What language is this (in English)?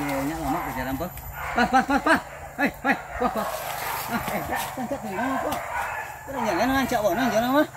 Minangkabau